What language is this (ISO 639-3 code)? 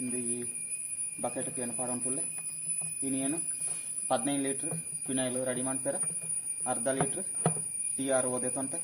tcy